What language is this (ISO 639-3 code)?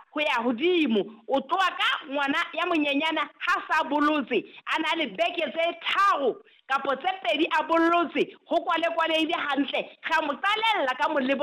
sot